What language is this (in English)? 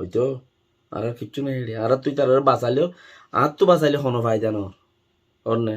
Rohingya